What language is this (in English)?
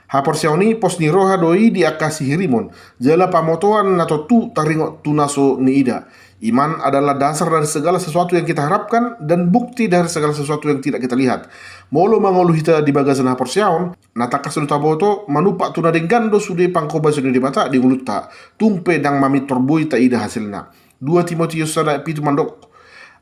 Batak Toba